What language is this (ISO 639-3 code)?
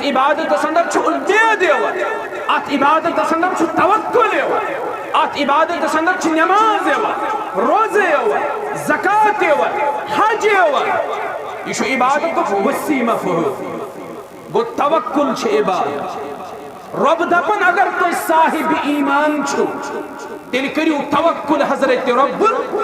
kas